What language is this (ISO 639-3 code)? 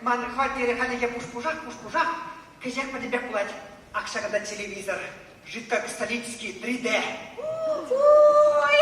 chv